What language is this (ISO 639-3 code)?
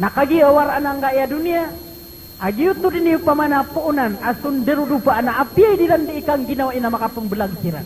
mrw